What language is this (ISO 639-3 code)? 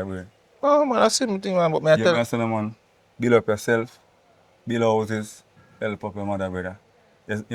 jam